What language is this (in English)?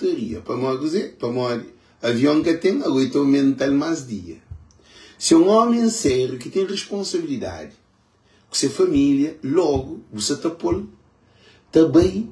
Kabuverdianu